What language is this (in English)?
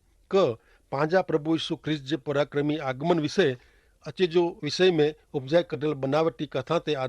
Kachhi